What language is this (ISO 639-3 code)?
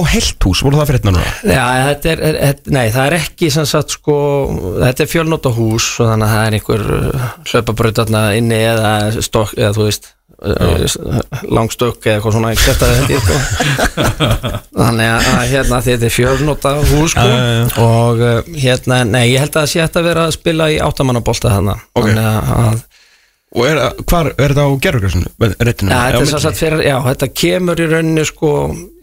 isl